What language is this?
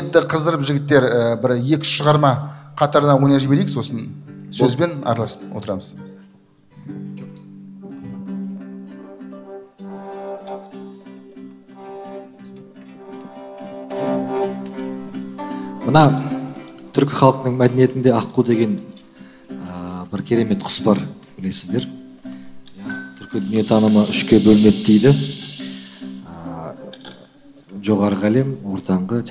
Kazakh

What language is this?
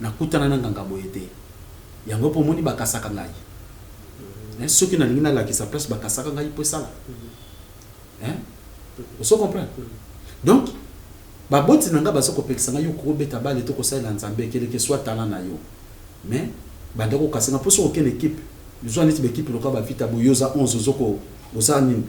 Lingala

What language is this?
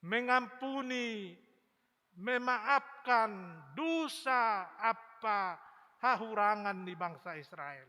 Batak Simalungun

